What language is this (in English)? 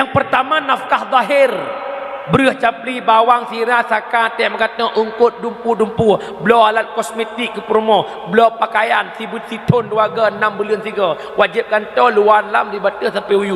Achinese